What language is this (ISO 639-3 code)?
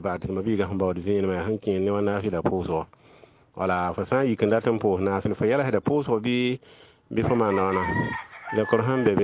mos